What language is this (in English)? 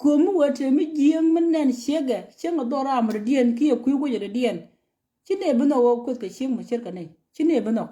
Nuer